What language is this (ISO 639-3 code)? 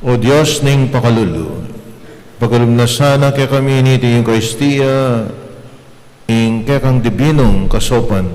pam